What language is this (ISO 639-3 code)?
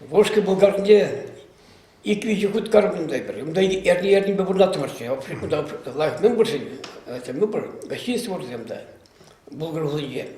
chv